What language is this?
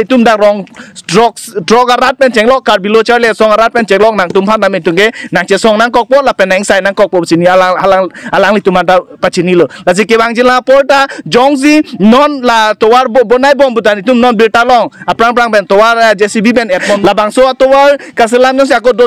Karbi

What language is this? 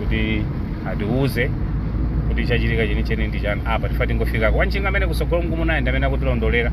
Nyanja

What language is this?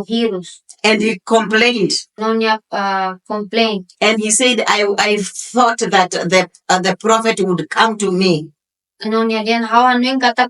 Tetum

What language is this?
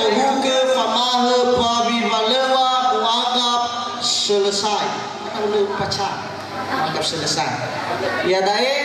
Nias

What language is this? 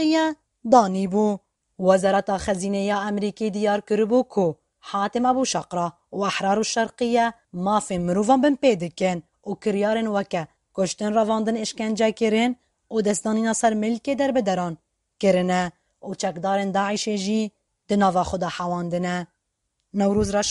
Kurdish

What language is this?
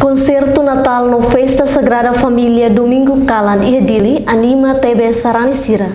Tetum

